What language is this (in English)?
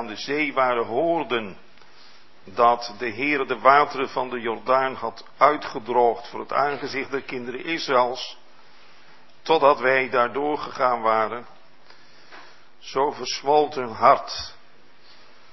Dutch